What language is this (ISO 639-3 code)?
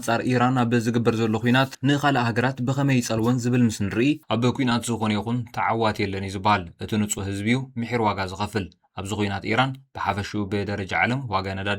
tir